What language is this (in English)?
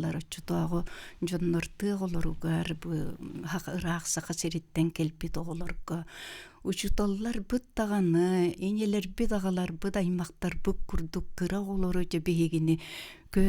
Yakut